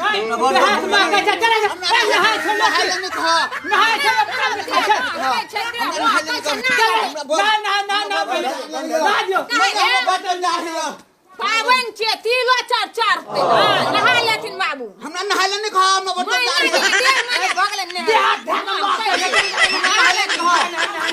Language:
Maithili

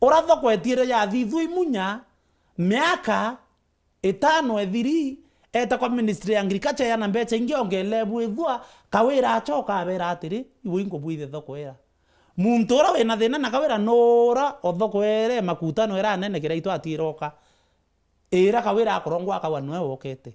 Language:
Meru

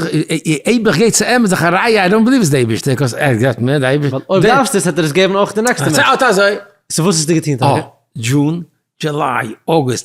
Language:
Yiddish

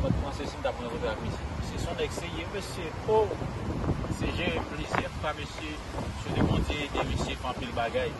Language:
Haitian Creole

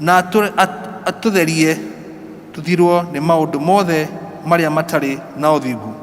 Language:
Kikuyu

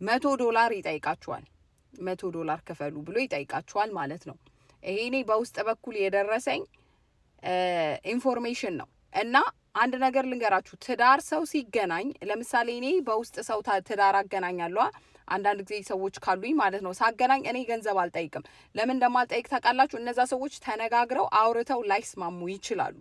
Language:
Amharic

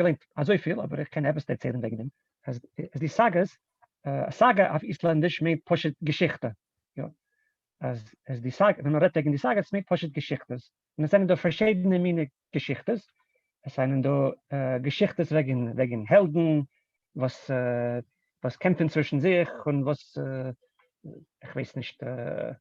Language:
Yiddish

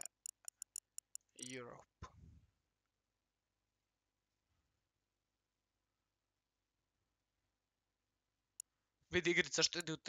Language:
Croatian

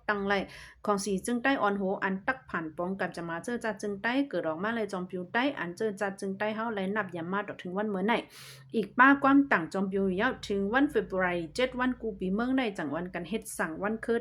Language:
Shan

